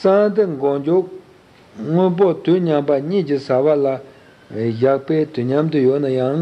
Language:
Tibetan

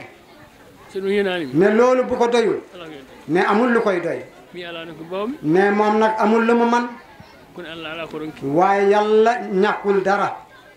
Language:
Wolof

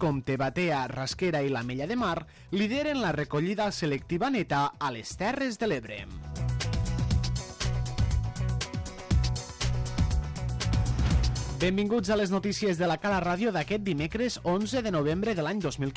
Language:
Catalan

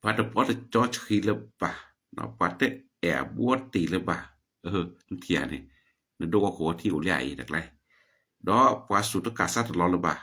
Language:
S'gaw Karen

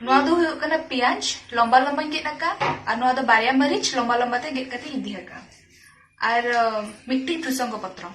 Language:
Santali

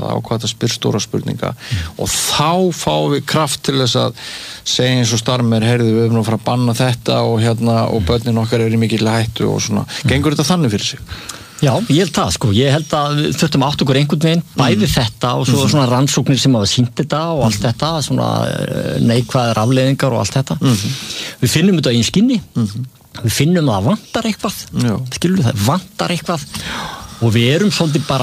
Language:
Icelandic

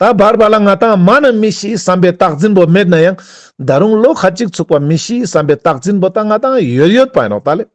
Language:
Ladakhi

